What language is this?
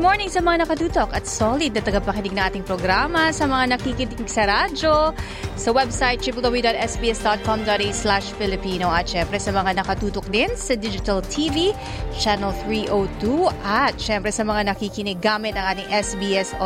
Filipino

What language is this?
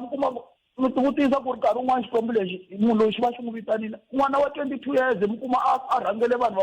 Tsonga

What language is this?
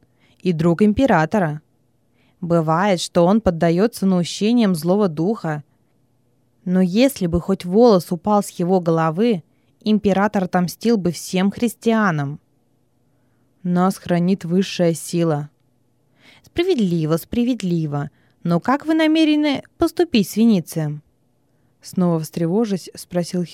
Russian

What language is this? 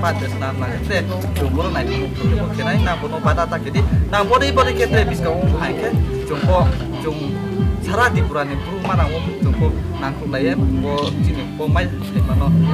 Riang (India)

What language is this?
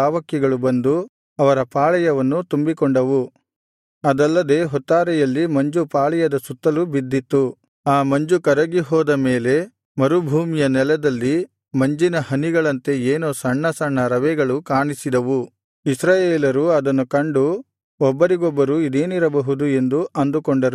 Kannada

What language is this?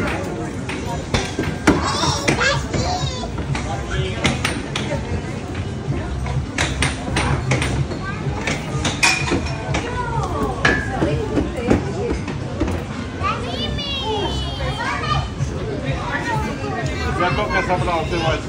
Bulgarian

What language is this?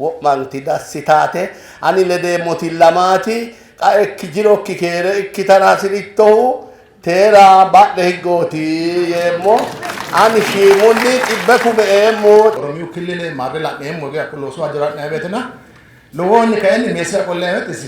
Sidamo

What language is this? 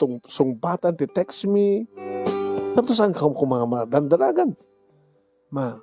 Iloko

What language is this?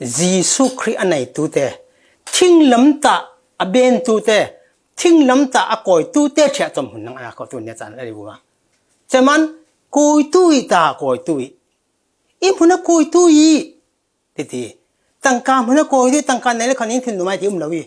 Falam Chin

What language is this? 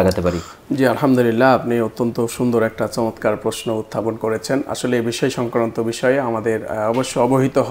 Bangla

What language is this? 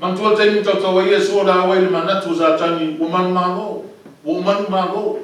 Samoan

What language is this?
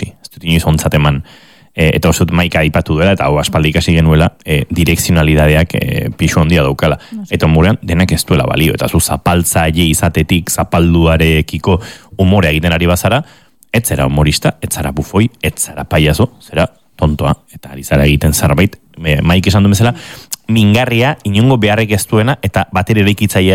Basque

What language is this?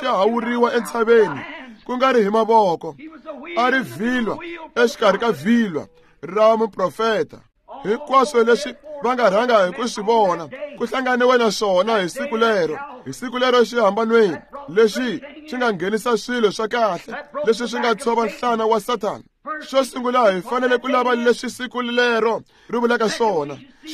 Tsonga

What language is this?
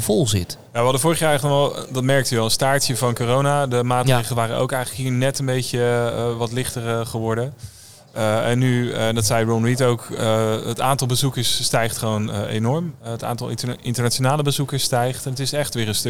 Dutch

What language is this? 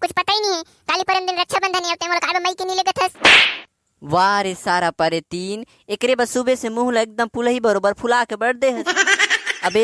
Chhattisgarhi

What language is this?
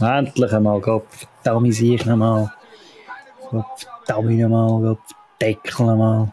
Swiss German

